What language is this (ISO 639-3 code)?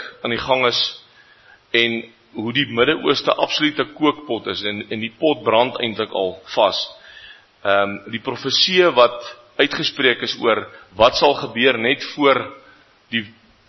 afr